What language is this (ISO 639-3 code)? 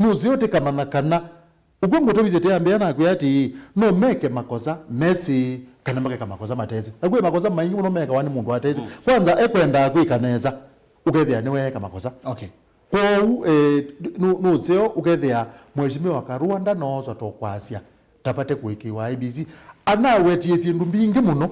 kam